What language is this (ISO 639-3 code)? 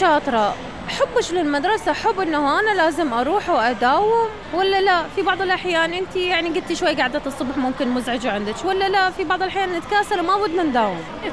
acm